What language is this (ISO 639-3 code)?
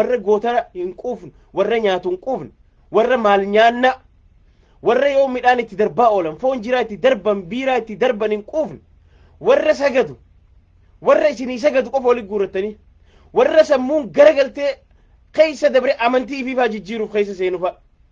orm